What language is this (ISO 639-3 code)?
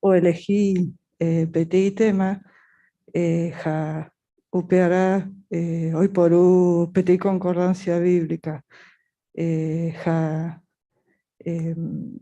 grn